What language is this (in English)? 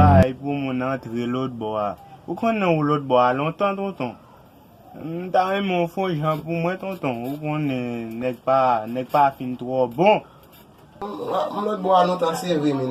Haitian Creole